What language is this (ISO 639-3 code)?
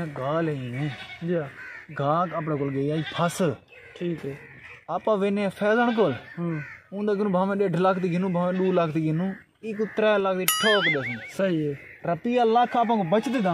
skr